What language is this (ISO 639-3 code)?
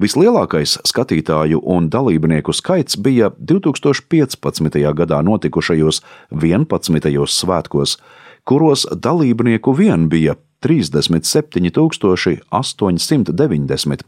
lav